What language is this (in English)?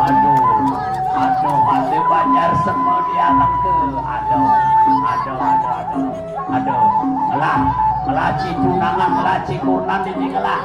Balinese